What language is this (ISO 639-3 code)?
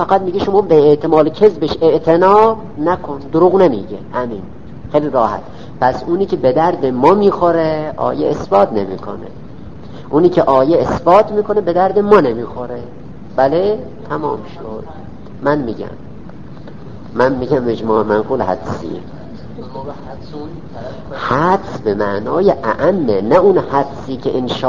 fas